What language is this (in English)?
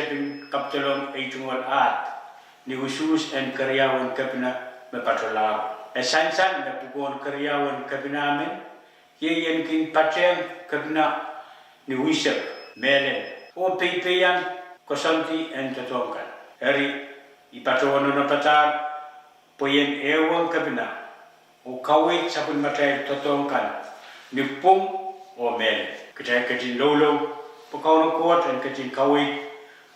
Pohnpeian